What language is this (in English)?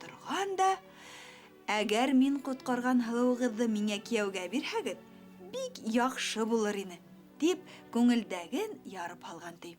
Bashkir